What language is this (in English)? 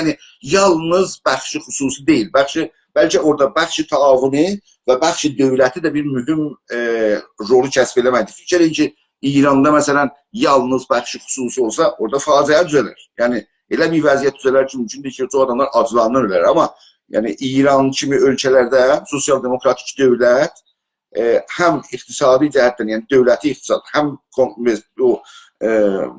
South Azerbaijani